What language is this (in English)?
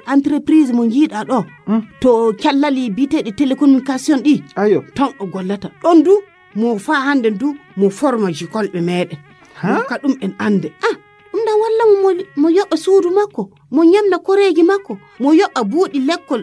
Fula